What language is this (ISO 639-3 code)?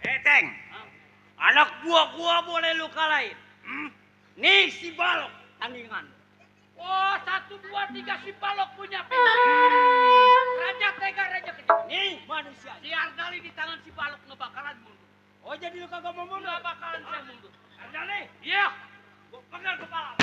bew